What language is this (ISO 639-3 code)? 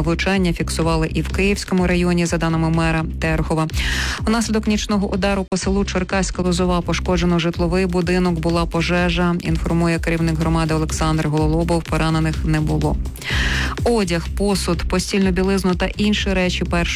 ukr